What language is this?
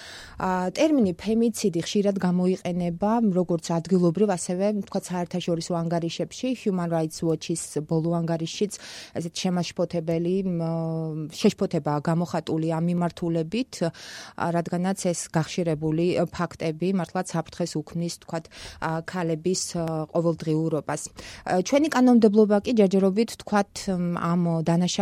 Georgian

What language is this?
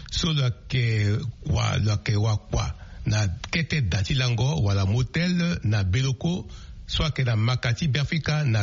Sango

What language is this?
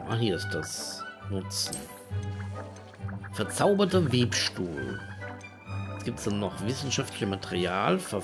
German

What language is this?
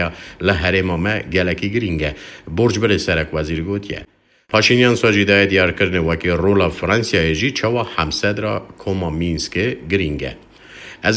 Kurdish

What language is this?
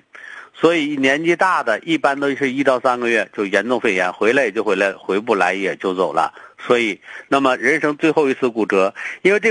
Chinese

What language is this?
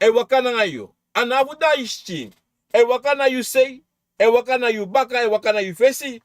Sranan Tongo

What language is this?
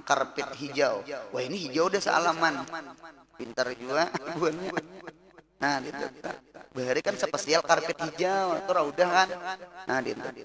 Banjar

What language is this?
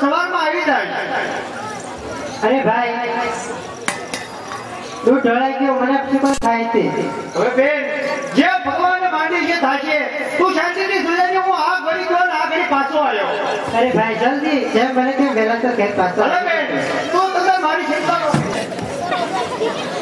Gujarati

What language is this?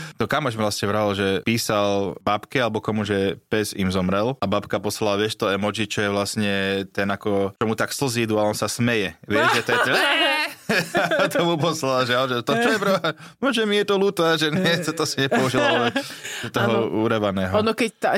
Slovak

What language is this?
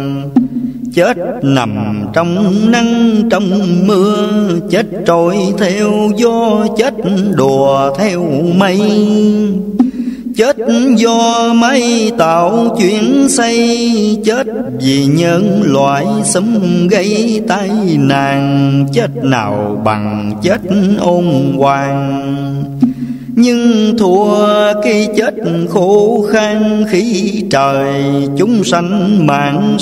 Vietnamese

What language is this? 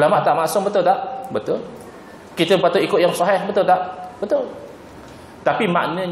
Malay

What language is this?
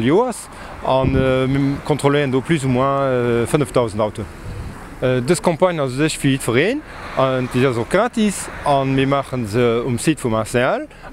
Luxembourgish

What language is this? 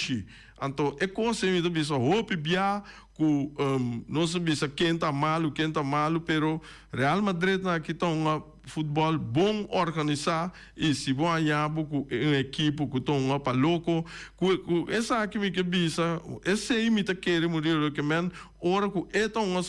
Papiamento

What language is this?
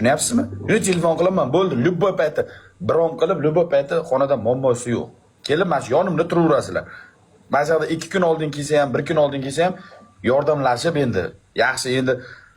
Uzbek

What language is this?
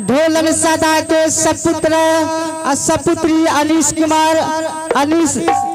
Maithili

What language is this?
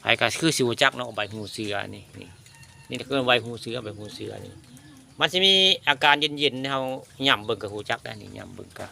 Northeastern Thai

